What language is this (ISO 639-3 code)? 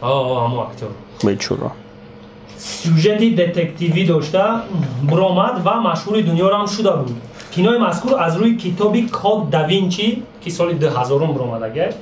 tgk